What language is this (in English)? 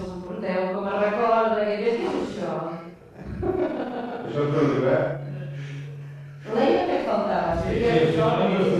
Catalan